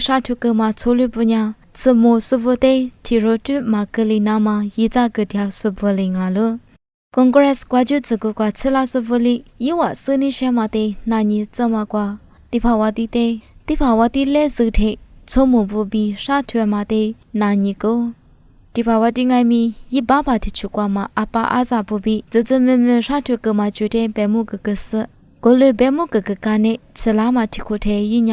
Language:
Lisu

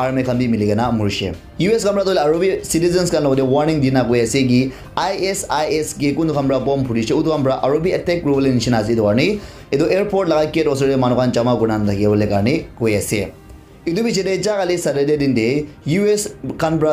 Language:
Naga Pidgin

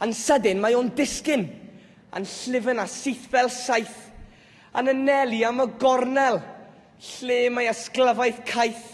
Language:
Welsh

